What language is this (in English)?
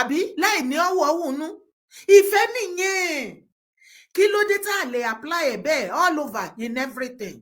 Yoruba